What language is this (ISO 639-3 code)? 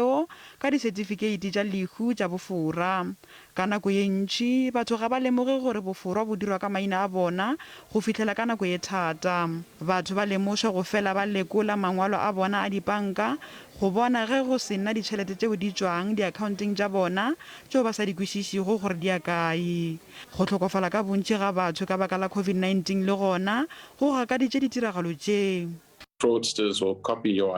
nso